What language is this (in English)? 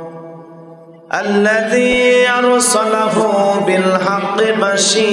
Bangla